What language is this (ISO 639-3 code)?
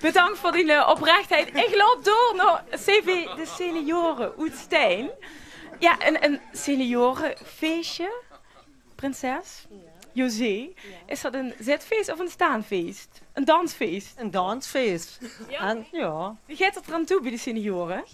lim